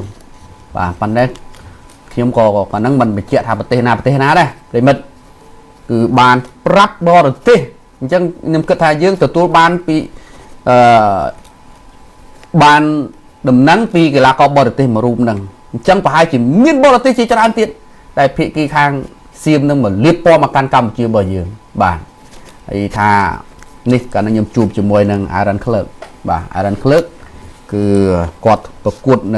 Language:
Khmer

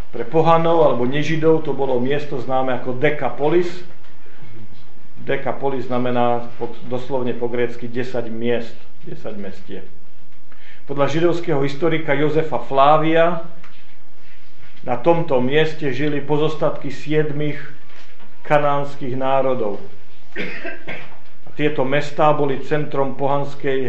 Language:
Slovak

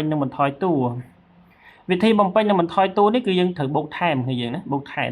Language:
Khmer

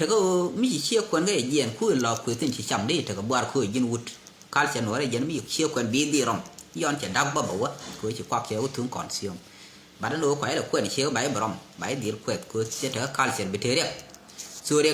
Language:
Nuer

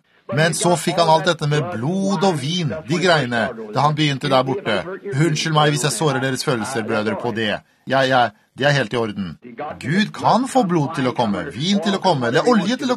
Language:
Norwegian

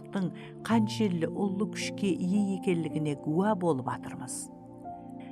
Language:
Kara-Kalpak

